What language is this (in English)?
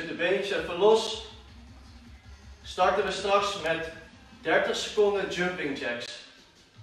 Dutch